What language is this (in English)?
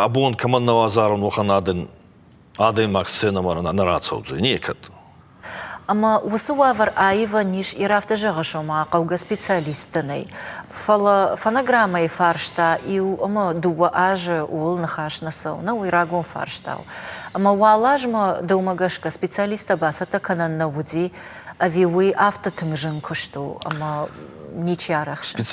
Ossetic